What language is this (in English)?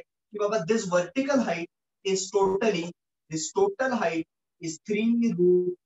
Marathi